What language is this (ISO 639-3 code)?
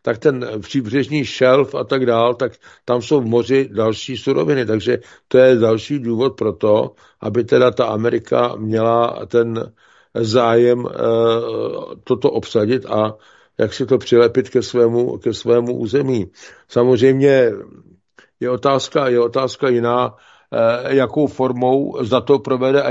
ces